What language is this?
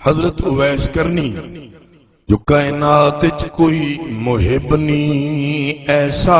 Saraiki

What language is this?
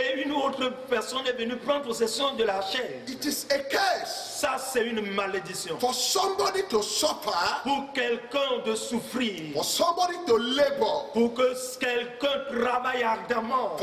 French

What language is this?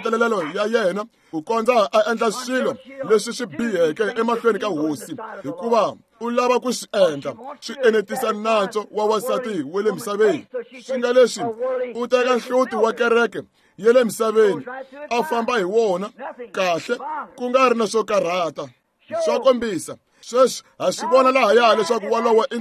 Tsonga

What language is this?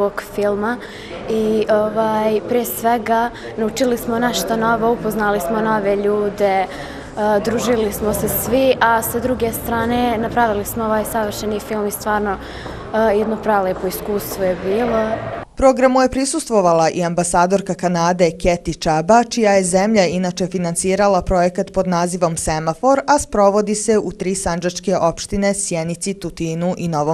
Bosnian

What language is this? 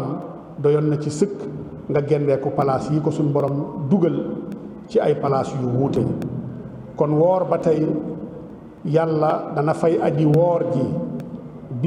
Wolof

